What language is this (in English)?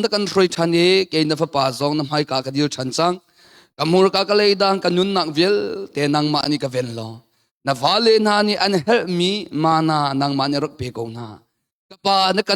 Hakha Chin